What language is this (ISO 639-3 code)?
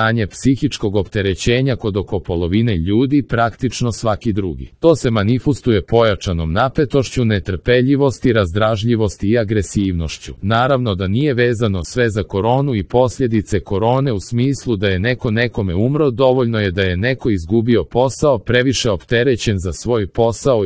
hrv